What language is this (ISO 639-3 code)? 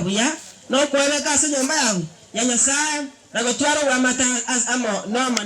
guz